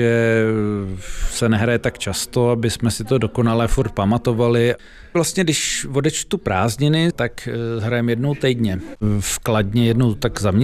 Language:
Czech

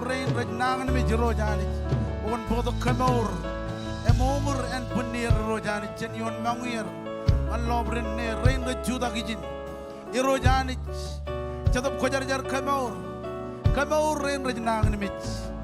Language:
Marshallese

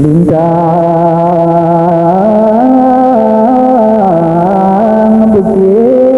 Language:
Balinese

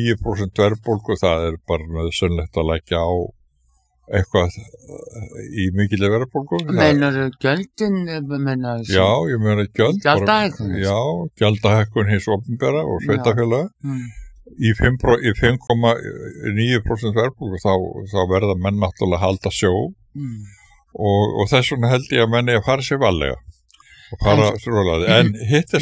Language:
Icelandic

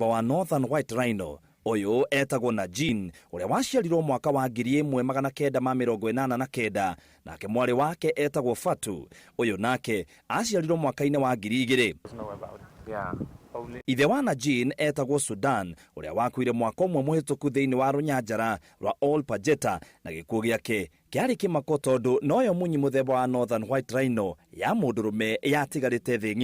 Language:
Kikuyu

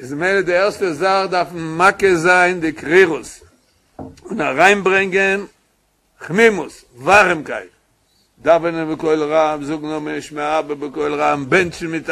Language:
Yiddish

